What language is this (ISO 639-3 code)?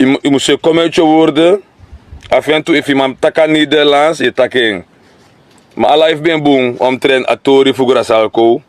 srn